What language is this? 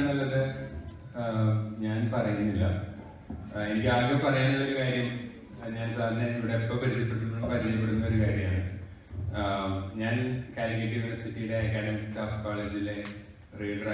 Malayalam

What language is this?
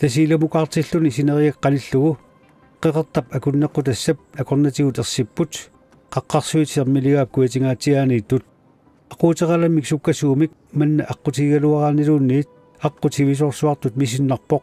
Kalaallisut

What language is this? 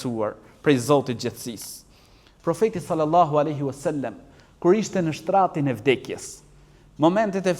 Albanian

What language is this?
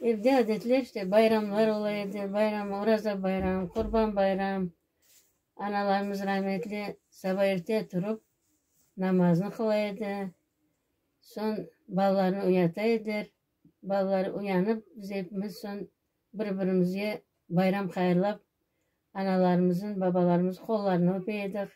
Crimean Tatar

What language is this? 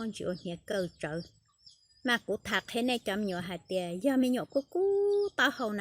Hmong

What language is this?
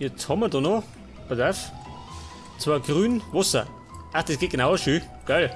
Bavarian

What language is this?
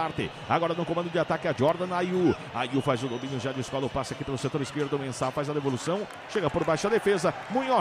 Portuguese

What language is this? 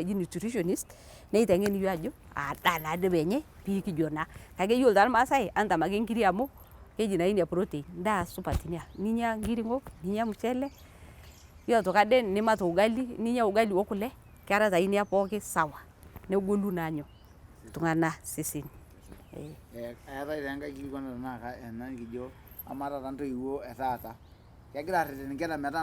Masai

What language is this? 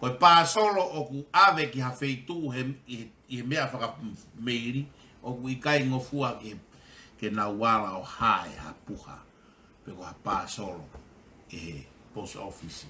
Tongan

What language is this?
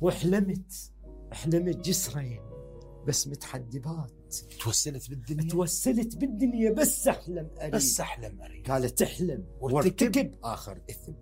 Mesopotamian Arabic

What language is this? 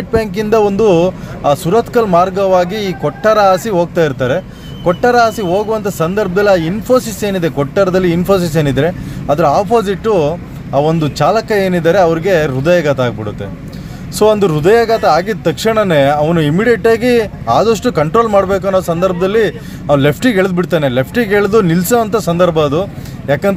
Kannada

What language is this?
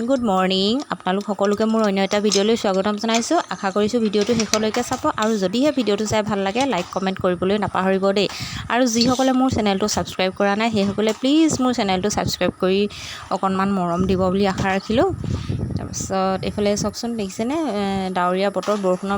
Assamese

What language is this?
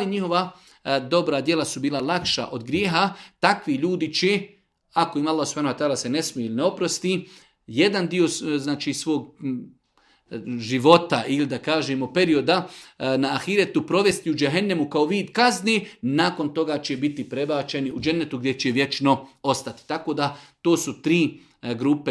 Bosnian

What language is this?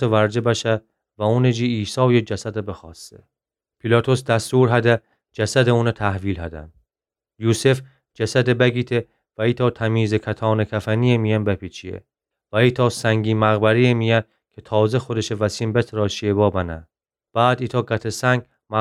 Gilaki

